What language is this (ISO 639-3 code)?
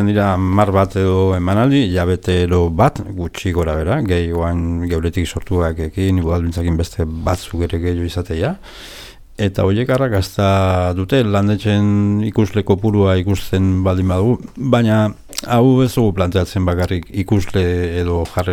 eus